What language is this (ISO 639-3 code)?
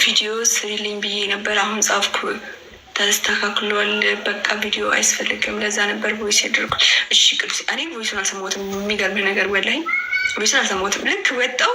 amh